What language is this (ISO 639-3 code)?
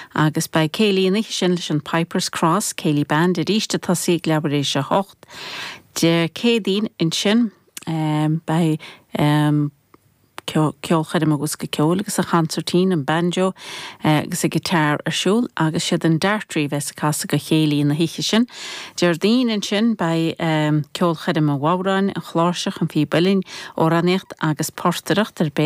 gle